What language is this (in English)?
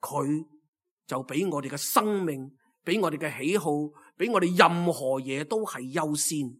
Cantonese